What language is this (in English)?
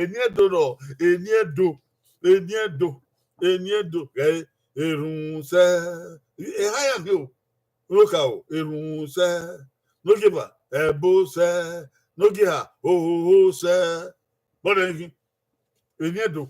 Bini